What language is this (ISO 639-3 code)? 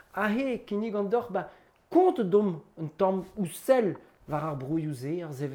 bre